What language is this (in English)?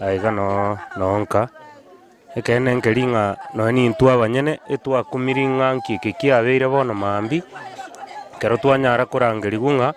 Gusii